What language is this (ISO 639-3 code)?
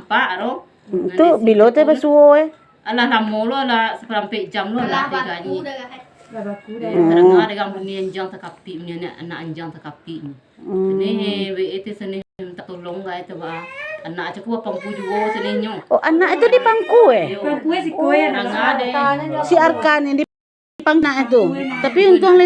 min